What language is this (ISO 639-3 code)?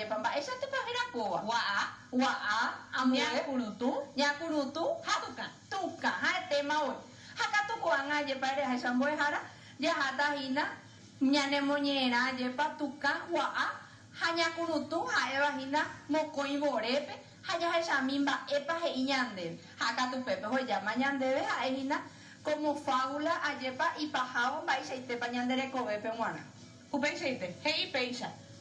grn